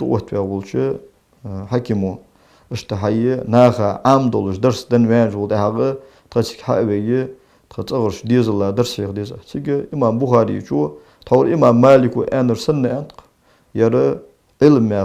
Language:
Ingush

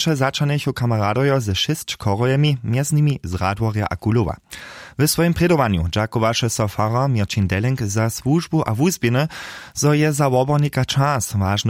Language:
Upper Sorbian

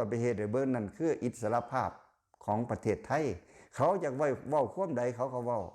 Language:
Lao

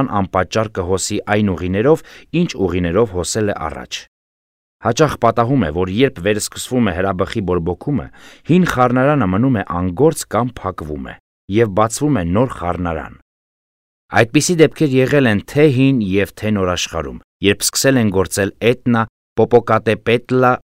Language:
Armenian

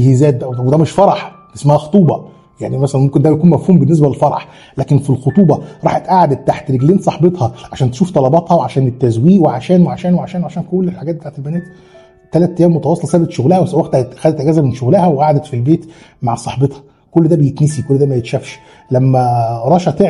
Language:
Egyptian Arabic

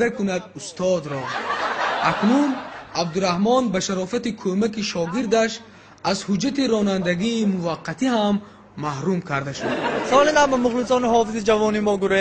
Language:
Tajik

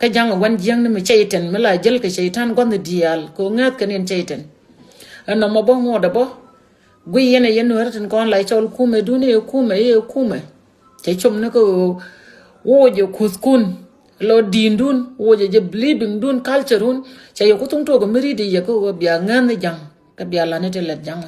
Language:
Nuer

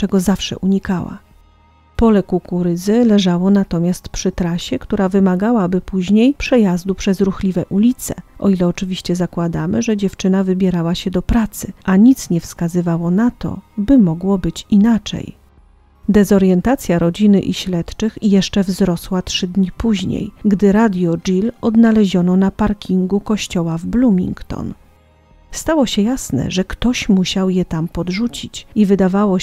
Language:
Polish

